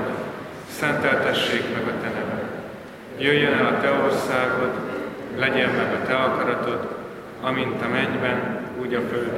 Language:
Hungarian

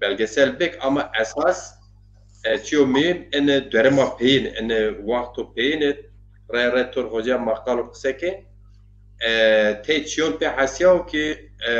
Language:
Zaza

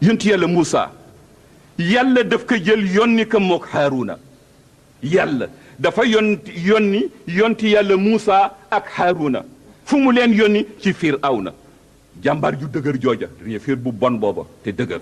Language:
Wolof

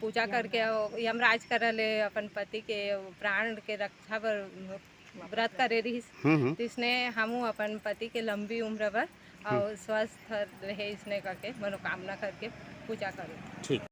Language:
Chhattisgarhi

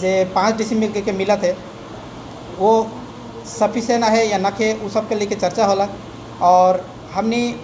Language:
Sadri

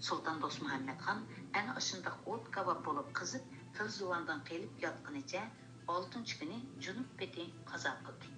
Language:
Uyghur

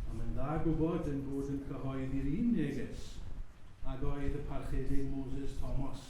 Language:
Welsh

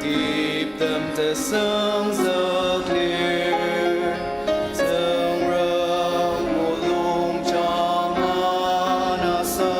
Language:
Ao Naga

